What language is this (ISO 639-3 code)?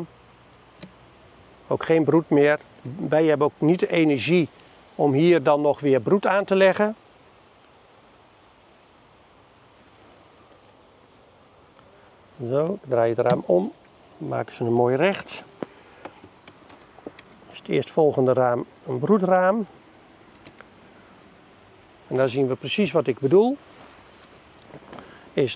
nld